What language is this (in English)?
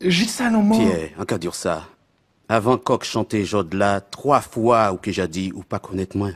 Guadeloupean Creole French